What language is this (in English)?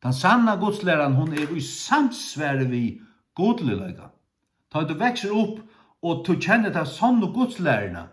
Faroese